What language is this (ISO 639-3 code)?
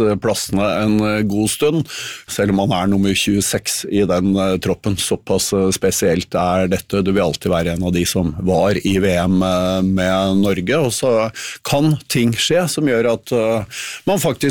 nor